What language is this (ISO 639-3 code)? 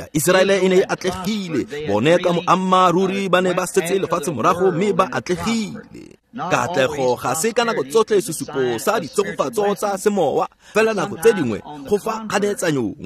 tsn